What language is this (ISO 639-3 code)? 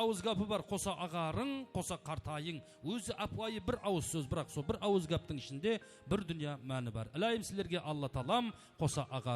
kaa